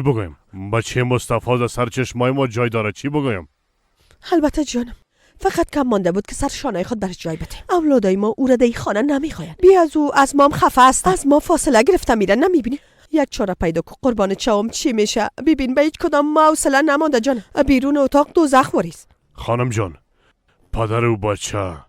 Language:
Persian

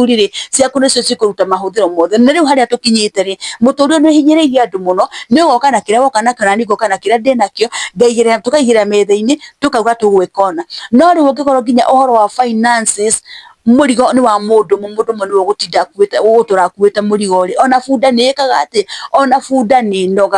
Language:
Kikuyu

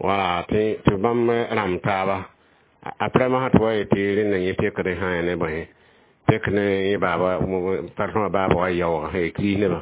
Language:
Mossi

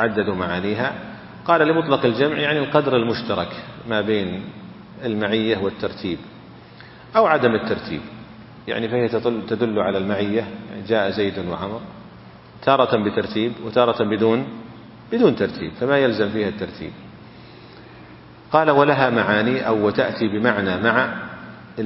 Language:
Arabic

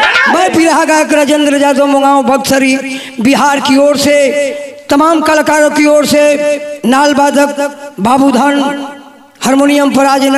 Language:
Bhojpuri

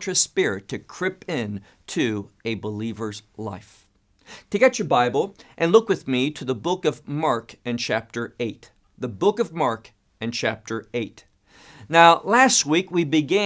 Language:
English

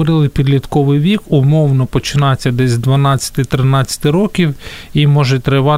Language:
Ukrainian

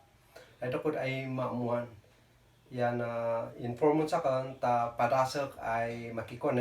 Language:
Kankanaey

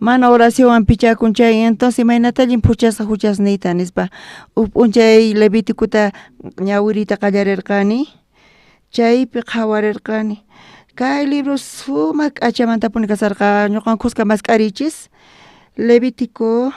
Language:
South Bolivian Quechua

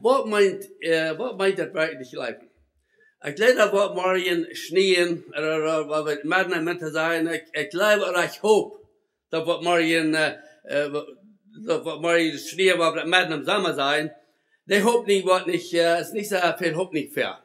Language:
Plautdietsch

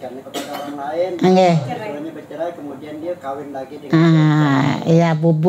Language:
Banjar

